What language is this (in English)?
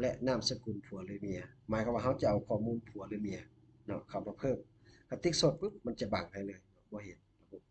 Lao